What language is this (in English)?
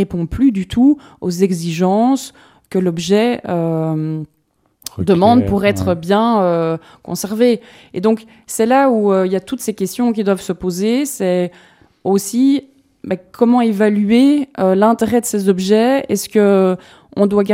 French